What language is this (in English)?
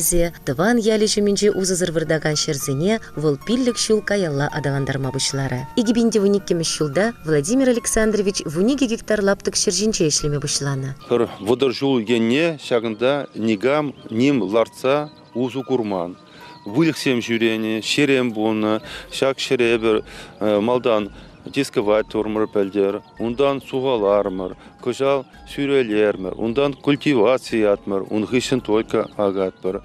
Chuvash